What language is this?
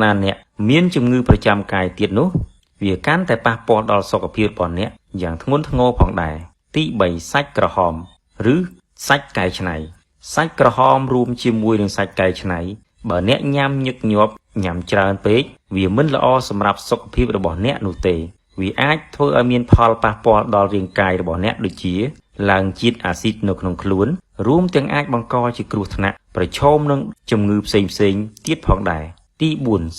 Khmer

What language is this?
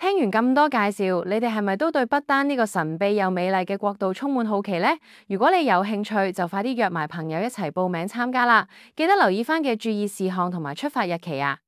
Cantonese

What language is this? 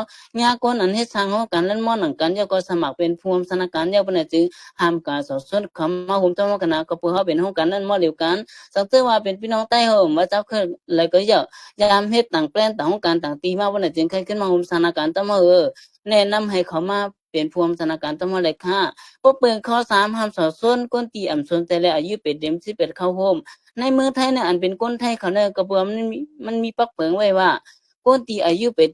Shan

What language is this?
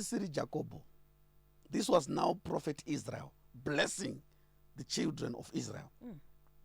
Shona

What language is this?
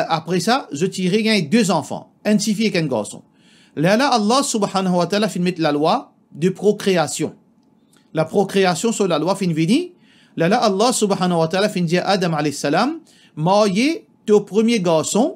Morisyen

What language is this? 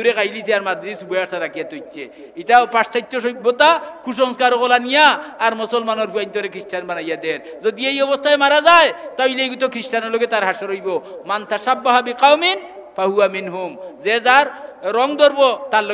Sylheti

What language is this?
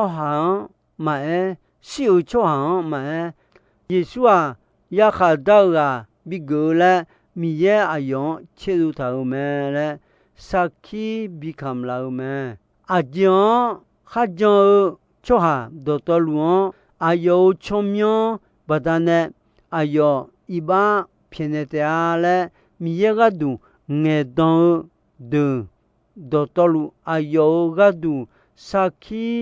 Akha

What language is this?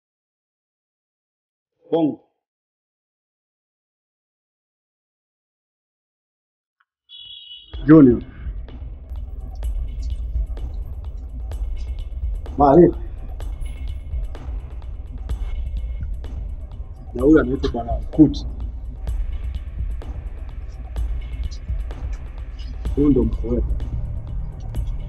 Swahili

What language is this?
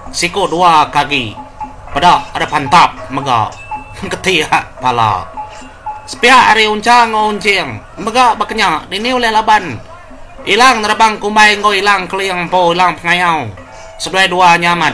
Iban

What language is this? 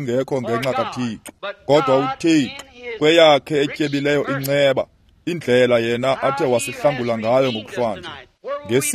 Xhosa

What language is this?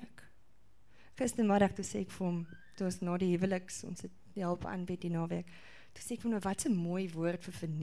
Afrikaans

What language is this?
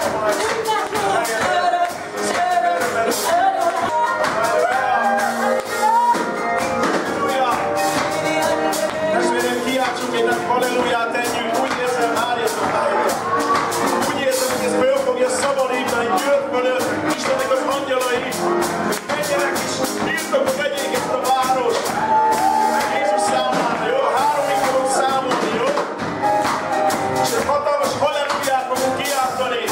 Hungarian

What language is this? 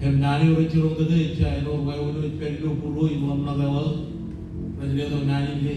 Marshallese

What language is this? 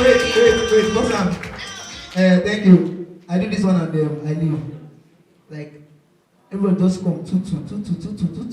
Nigerian Pidgin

